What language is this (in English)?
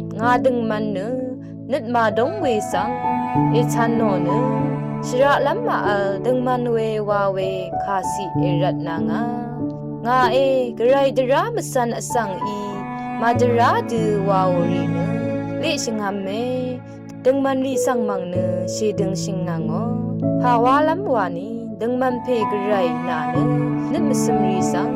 Rawang